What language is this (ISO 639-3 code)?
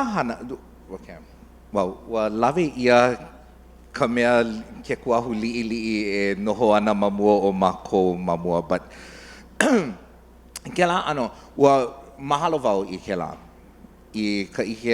haw